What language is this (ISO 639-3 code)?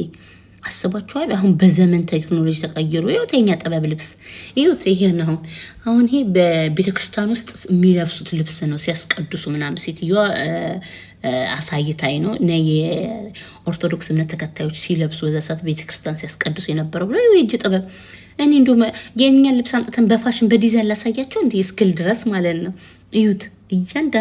amh